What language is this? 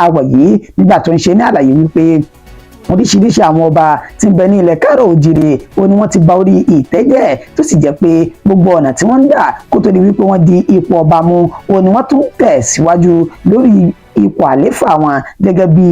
Yoruba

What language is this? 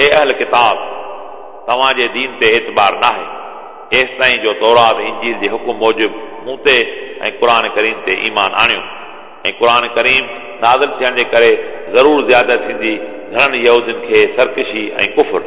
Sindhi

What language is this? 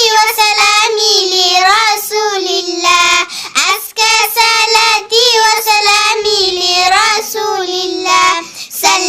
Persian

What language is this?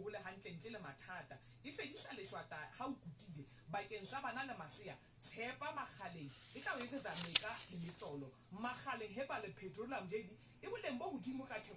Southern Sotho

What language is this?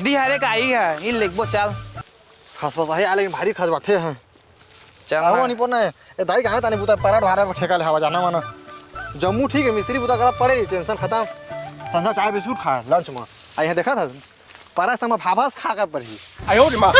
Chhattisgarhi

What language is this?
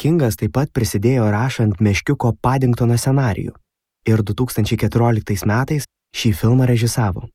Lithuanian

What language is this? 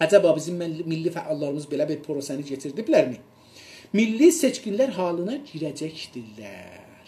South Azerbaijani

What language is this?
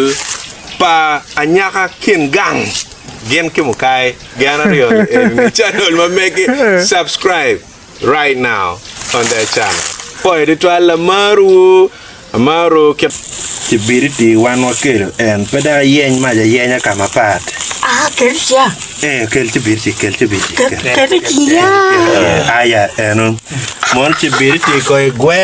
Acoli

